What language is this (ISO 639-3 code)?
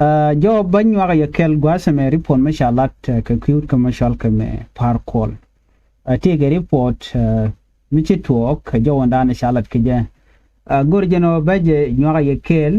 nus